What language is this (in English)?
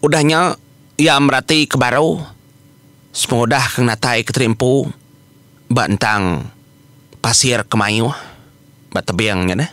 Iban